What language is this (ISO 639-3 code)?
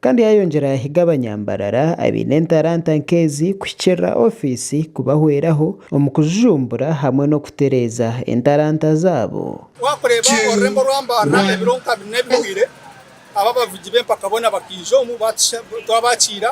nyn